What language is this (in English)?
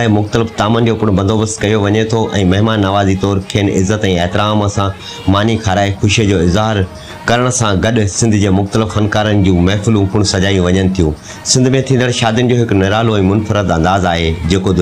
Sindhi